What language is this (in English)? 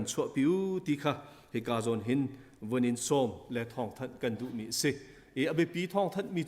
Hakha Chin